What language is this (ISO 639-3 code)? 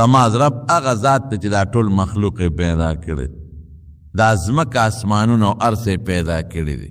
pus